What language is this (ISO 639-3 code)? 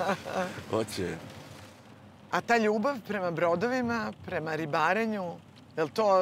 srp